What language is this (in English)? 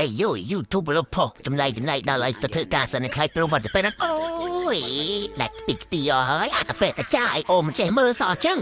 Khmer